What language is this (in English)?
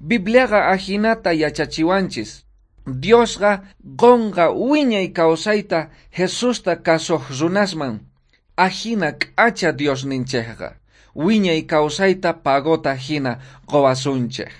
South Bolivian Quechua